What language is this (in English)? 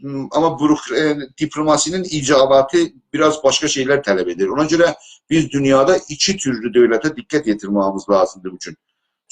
South Azerbaijani